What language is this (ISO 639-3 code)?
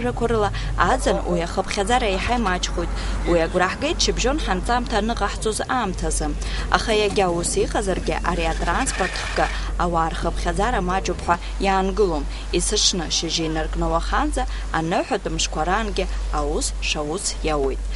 abk